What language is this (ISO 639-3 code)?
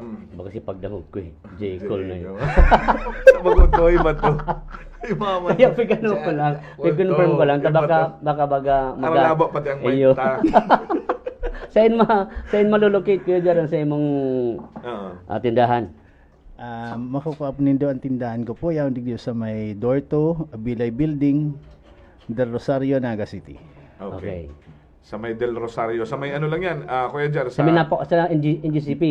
bik